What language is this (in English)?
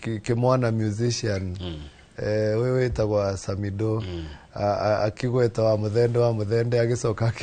Kikuyu